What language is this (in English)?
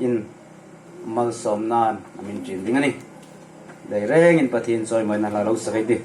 Hmar